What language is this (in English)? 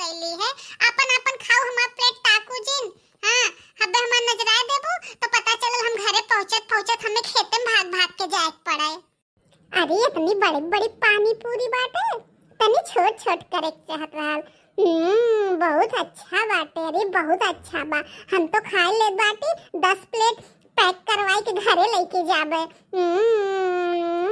Bhojpuri